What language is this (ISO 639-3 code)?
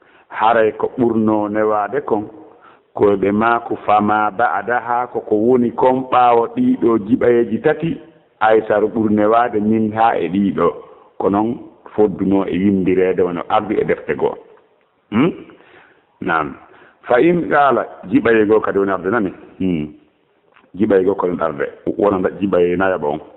ful